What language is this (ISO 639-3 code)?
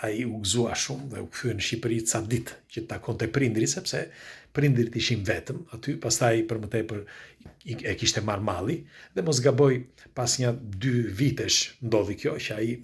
sqi